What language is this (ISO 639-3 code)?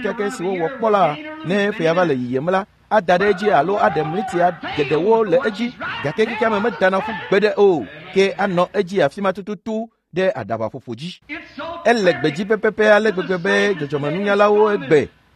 ewe